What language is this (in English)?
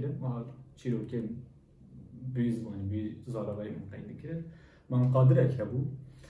Kurdish